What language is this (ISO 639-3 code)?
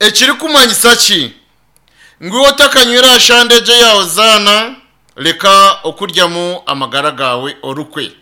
nyn